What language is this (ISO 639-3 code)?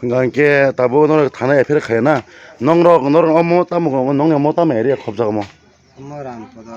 trp